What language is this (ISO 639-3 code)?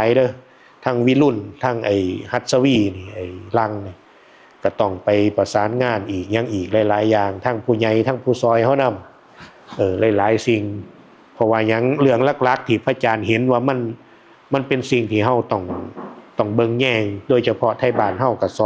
tts